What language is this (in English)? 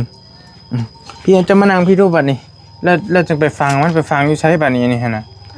Lao